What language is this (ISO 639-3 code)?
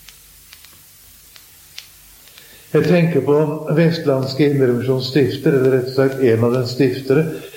nor